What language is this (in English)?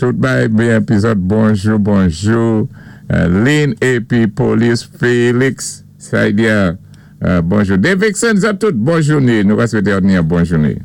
Saint Lucian Creole French